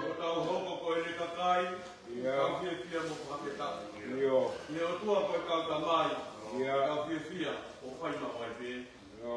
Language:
Tongan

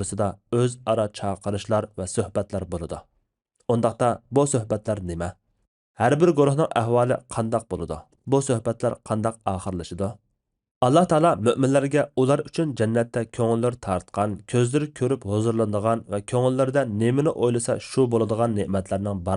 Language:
Uyghur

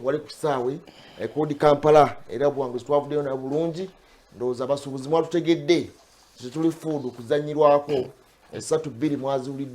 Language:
Ganda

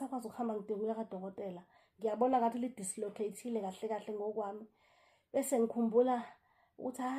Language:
Zulu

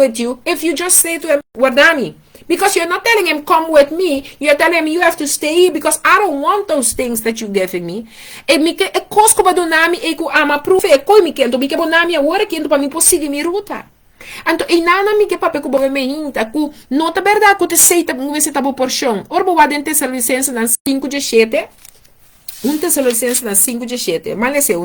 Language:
Papiamento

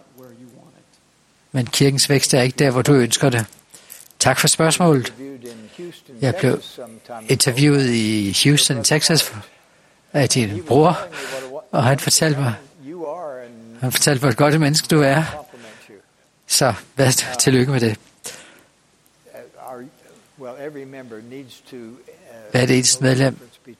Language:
Danish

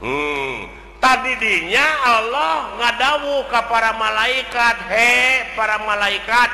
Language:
Sundanese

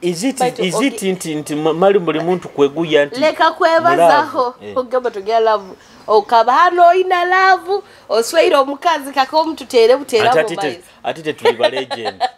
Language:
Nyoro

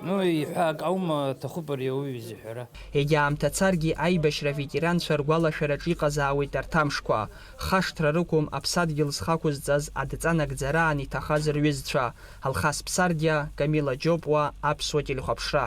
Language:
Abkhazian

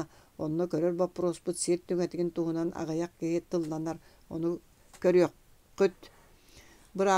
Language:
Yakut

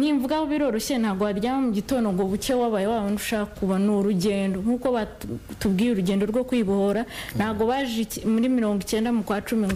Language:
Kinyarwanda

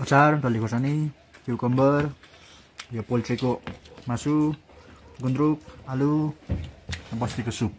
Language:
Nepali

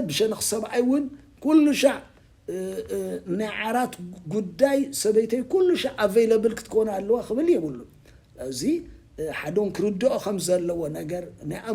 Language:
Tigrinya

